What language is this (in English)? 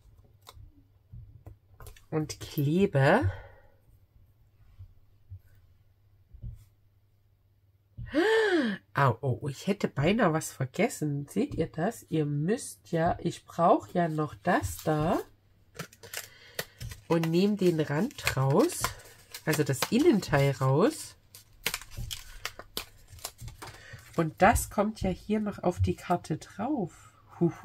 German